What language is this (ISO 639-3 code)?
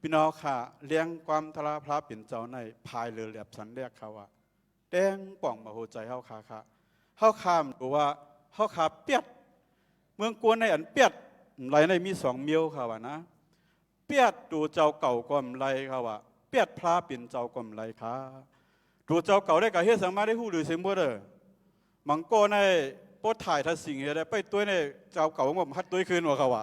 shn